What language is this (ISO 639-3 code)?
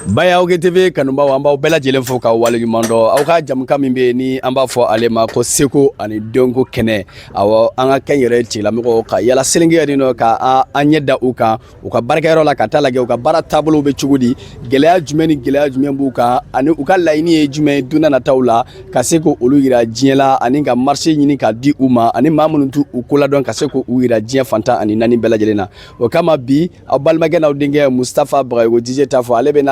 bam